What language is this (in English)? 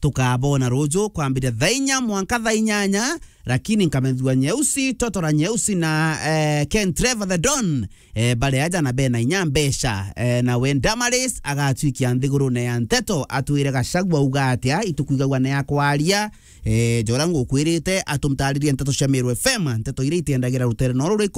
Meru